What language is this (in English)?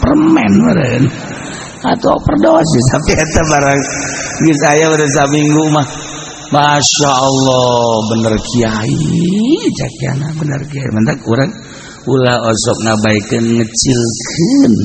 Sundanese